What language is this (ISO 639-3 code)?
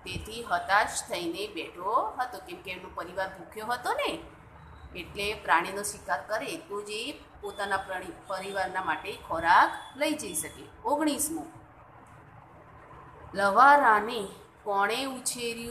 guj